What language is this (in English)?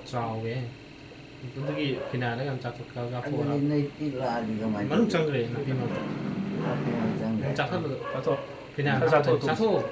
Manipuri